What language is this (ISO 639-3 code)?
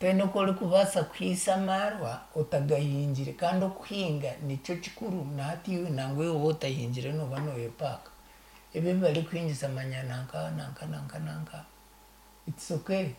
nyn